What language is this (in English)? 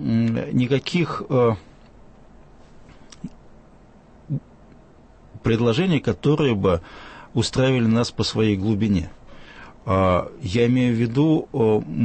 Russian